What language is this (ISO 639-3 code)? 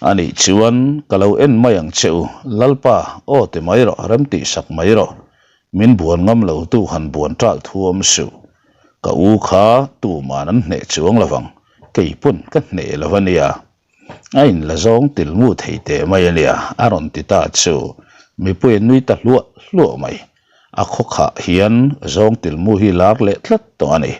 lus